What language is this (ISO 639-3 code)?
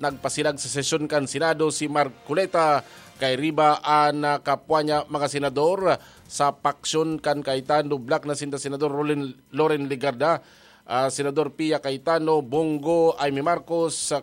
bik